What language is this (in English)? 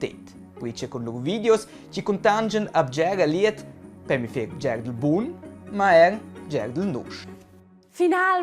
Romansh